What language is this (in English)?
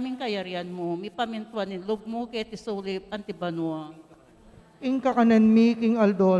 Pampanga